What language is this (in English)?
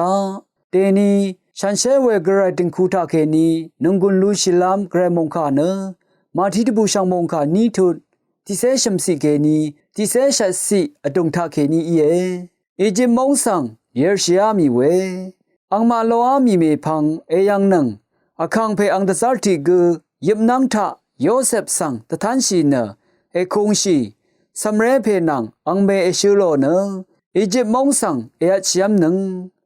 Rawang